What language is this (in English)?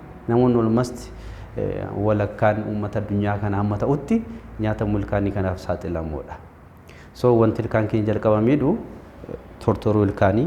Oromo